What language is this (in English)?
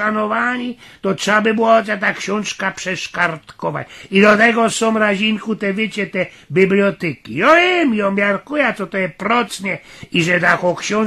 Silesian